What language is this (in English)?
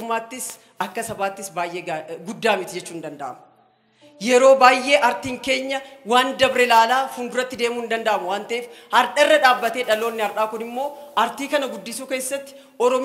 Oromo